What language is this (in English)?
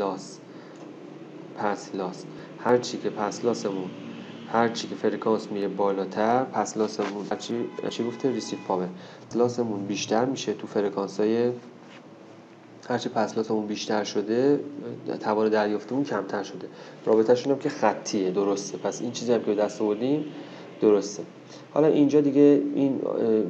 Persian